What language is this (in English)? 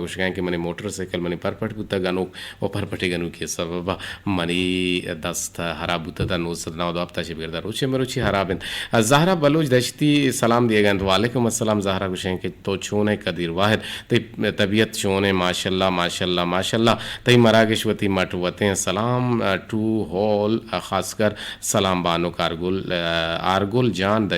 Eastern Balochi